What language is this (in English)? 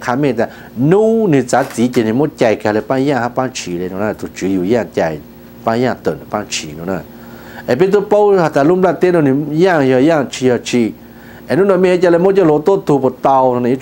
Hmong